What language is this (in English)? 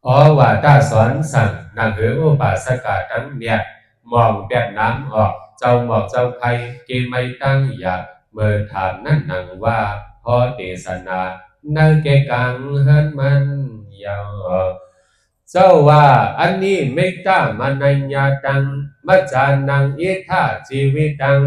Shan